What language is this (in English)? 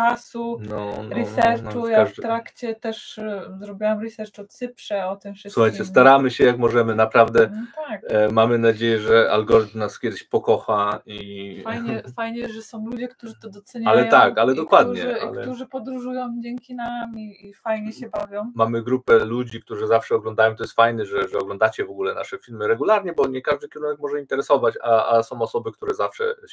Polish